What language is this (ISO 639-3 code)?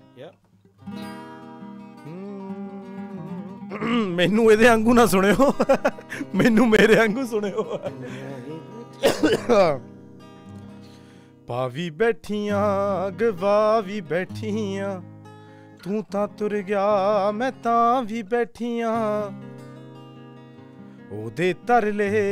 pan